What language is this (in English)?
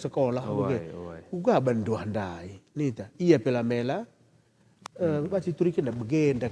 Batak Karo